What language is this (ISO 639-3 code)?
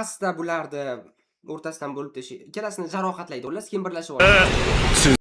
uzb